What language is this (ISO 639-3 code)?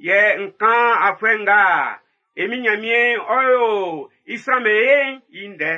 bci